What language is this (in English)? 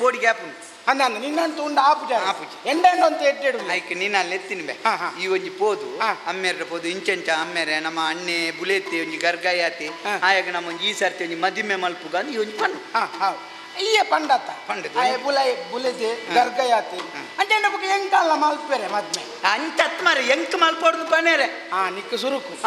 Tulu